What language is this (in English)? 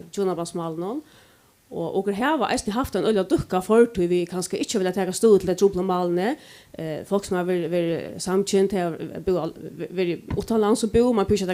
Faroese